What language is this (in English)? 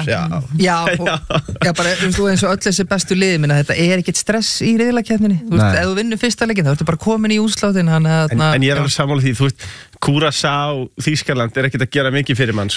Icelandic